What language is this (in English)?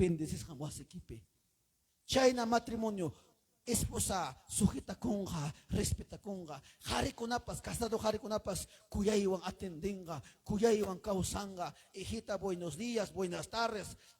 Ayacucho Quechua